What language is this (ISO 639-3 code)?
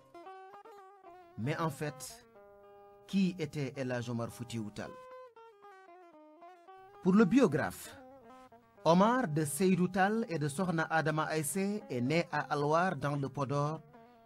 fra